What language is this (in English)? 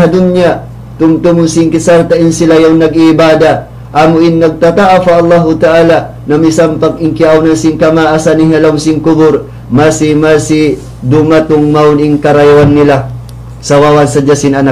Tausug